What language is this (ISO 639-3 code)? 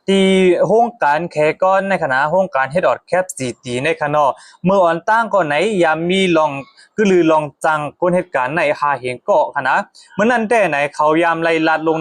shn